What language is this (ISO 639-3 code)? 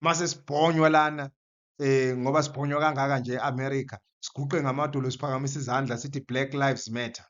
zul